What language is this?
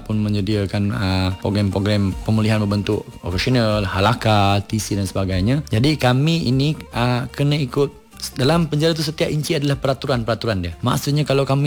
Malay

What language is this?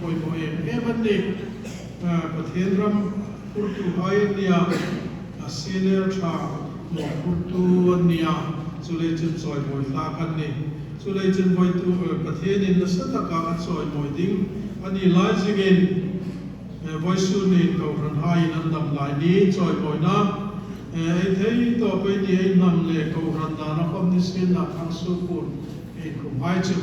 Hmar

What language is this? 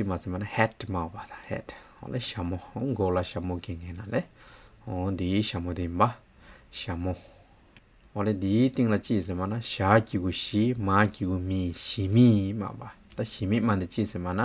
Hyolmo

